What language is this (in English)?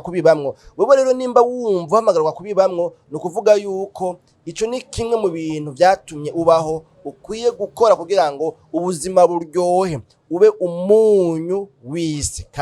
Rundi